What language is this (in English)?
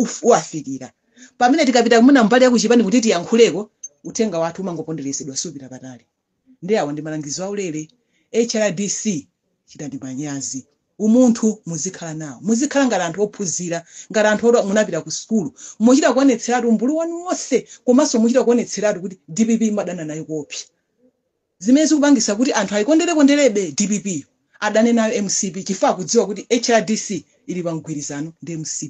Nyanja